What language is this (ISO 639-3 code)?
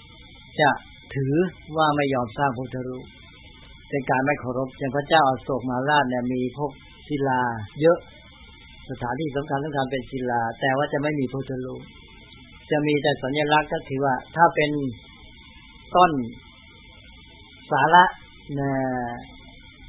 tha